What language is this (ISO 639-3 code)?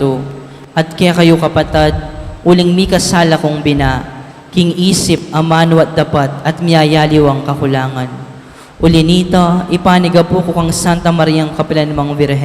pam